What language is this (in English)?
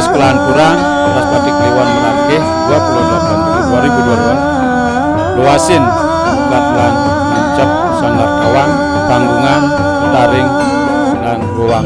Balinese